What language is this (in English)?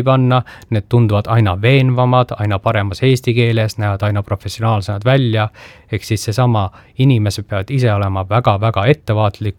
Estonian